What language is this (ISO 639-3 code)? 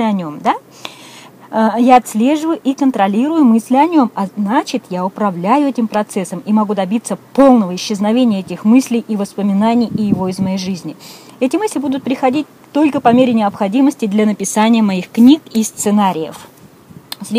rus